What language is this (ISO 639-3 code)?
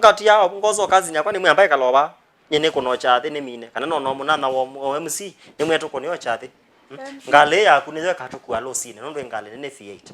kam